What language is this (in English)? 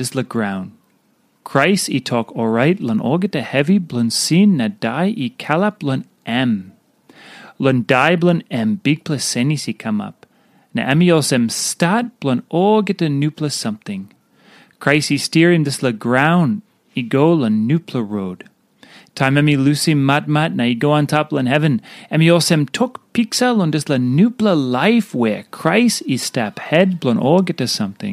Tok Pisin